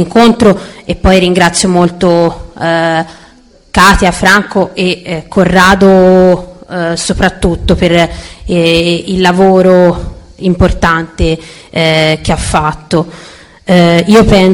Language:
Italian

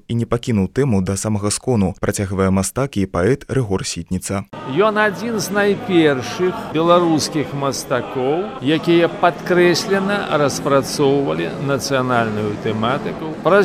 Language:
Belarusian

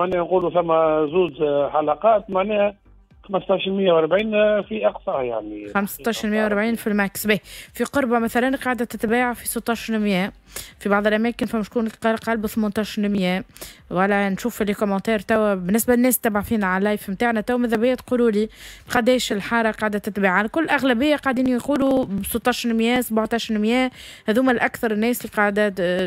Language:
Tunisian Arabic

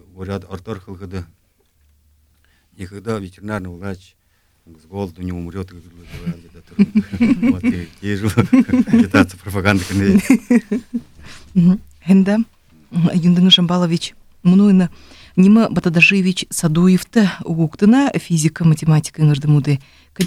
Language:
Buriat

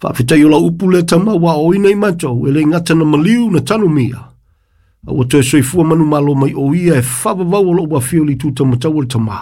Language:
Samoan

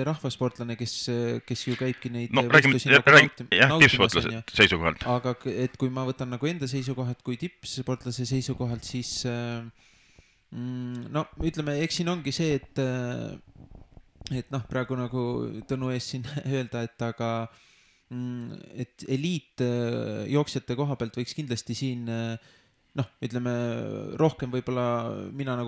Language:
Estonian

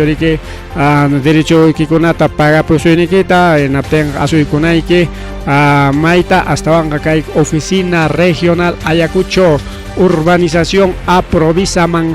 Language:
Ayacucho Quechua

